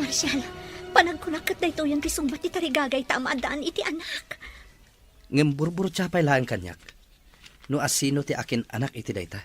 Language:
Iloko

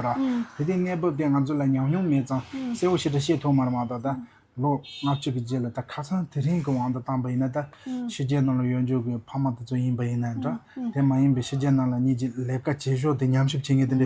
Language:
Tibetan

